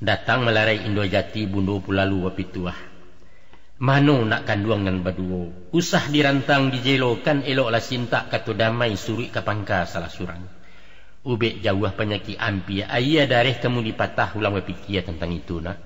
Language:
Minangkabau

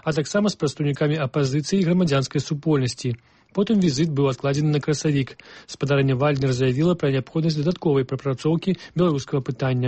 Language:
Belarusian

